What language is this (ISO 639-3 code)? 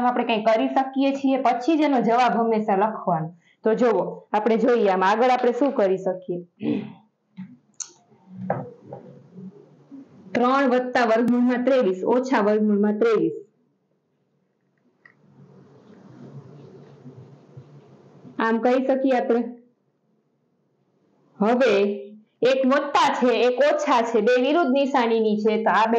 guj